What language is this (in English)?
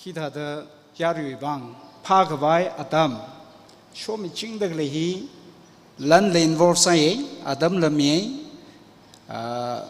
Tangkhul Naga (India)